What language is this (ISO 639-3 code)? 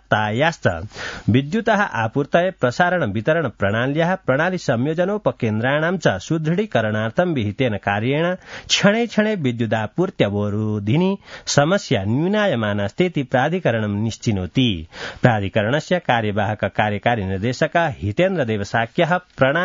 san